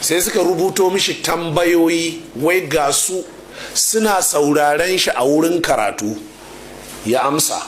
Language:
Hausa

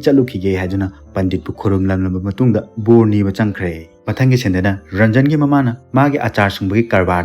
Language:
Manipuri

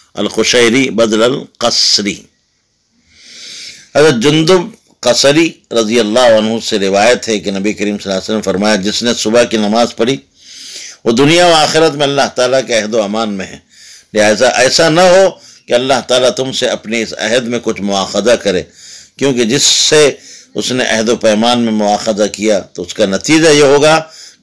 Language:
Urdu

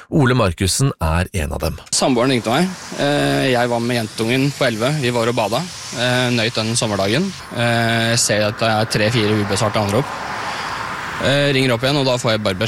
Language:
Norwegian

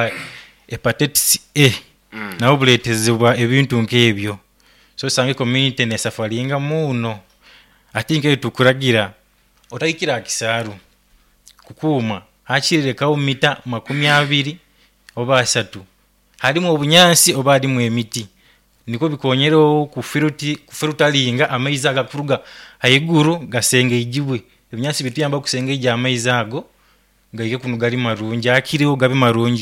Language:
Nyoro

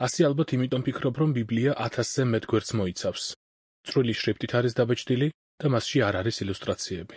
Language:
Georgian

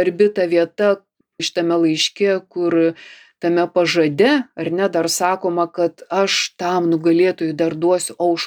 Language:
Lithuanian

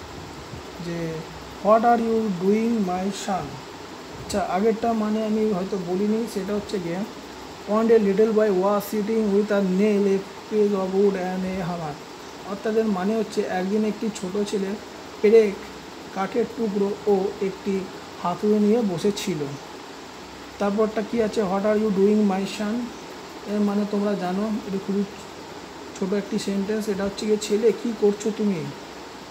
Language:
Bangla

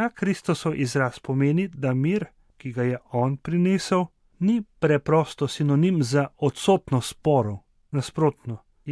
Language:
Slovenian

